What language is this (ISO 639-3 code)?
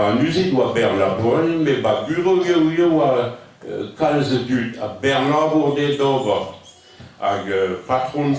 bre